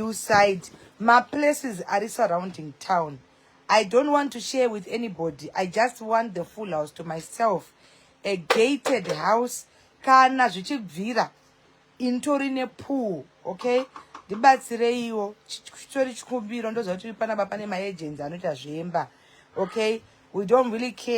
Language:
Shona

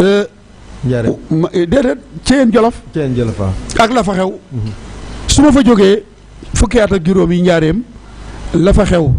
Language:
Wolof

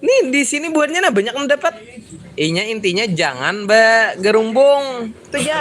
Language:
Banjar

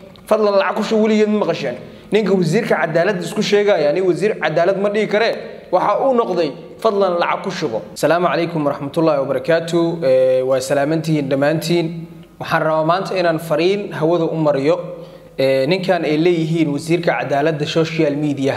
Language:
Somali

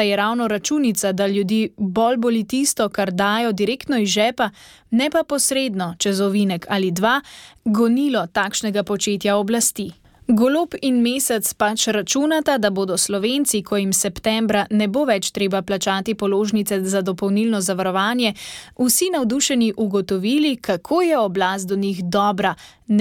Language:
Slovenian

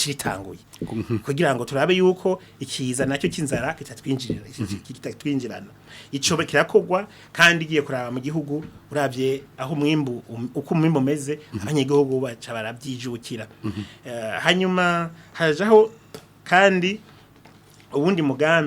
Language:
Rundi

